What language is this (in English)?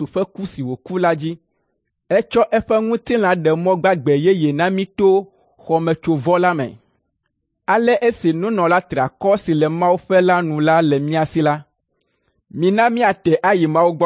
Ewe